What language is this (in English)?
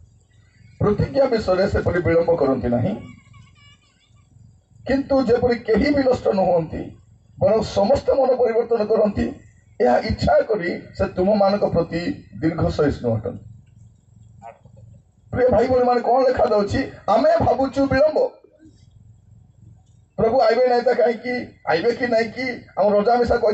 Odia